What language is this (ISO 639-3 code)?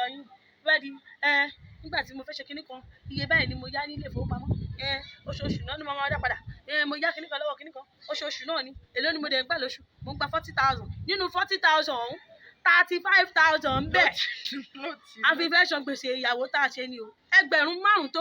yor